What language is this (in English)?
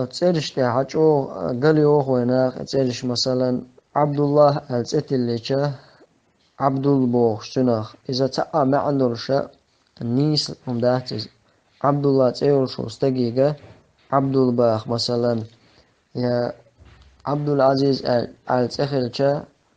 Chechen